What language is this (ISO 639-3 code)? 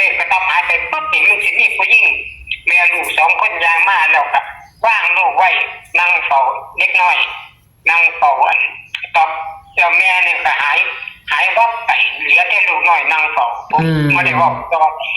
tts